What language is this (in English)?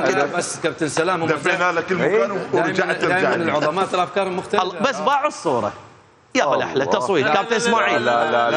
Mesopotamian Arabic